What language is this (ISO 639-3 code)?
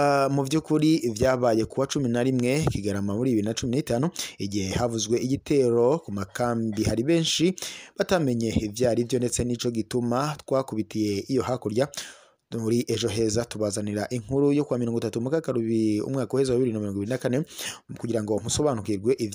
run